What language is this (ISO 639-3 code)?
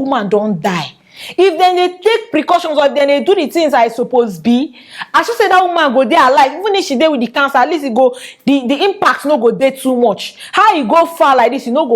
pcm